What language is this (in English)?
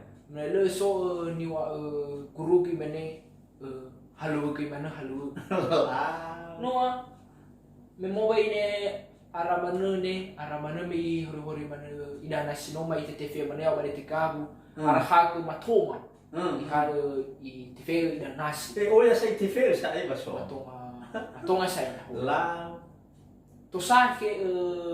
Nias